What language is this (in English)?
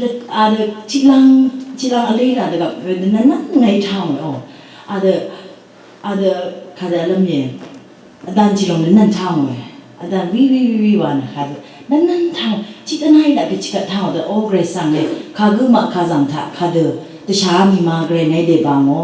Rawang